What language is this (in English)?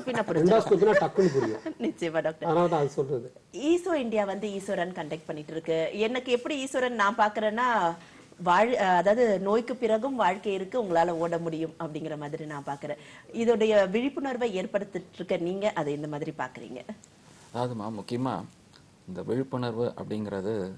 Tamil